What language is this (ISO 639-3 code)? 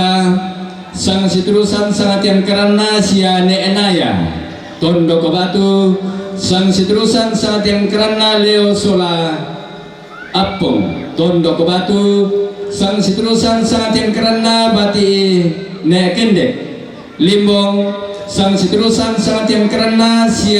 sda